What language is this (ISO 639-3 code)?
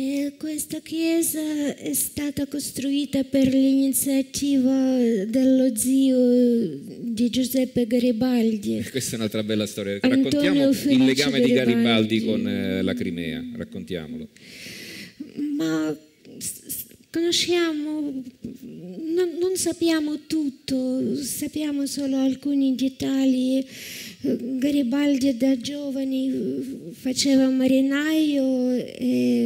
ita